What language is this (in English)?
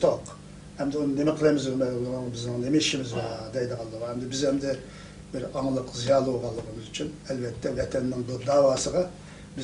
Uyghur